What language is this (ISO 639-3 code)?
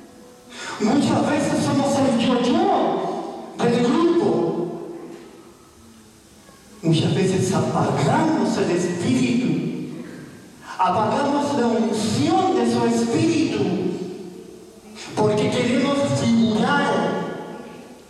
spa